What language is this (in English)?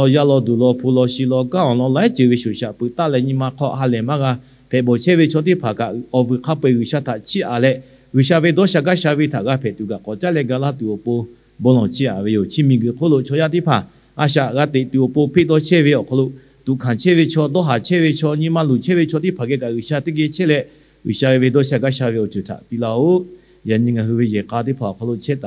Lahu